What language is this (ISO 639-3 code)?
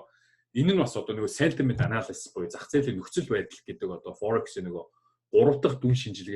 mon